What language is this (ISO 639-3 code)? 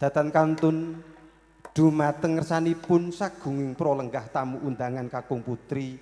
jav